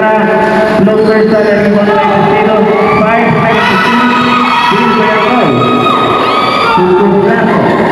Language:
Filipino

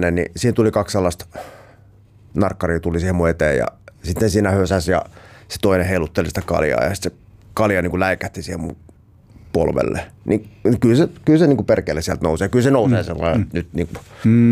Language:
Finnish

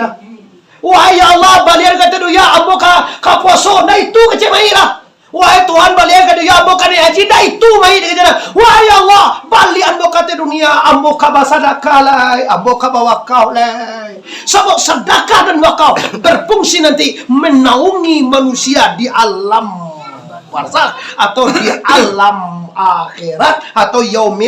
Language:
Minangkabau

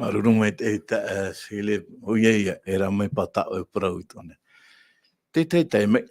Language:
Tahitian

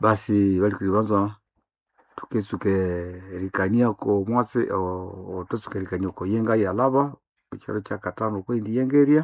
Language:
Nande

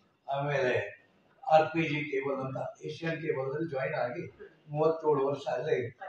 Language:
Kannada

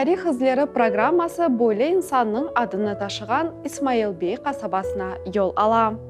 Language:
Crimean Tatar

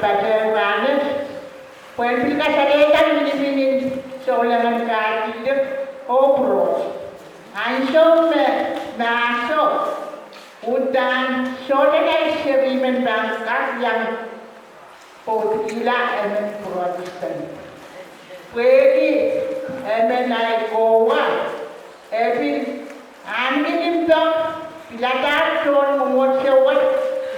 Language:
Pohnpeian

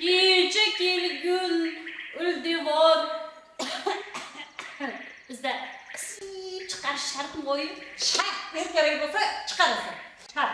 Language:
Uzbek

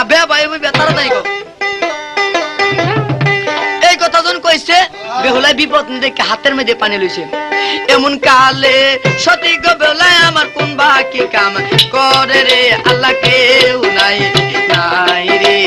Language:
Bangla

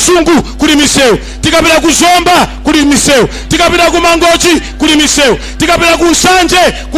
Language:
Nyanja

